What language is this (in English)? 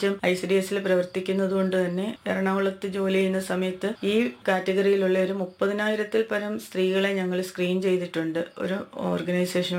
Malayalam